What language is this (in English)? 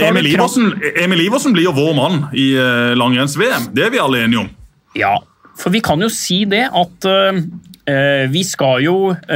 Norwegian